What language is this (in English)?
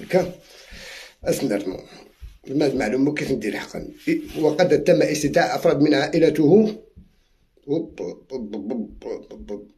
Algerian Arabic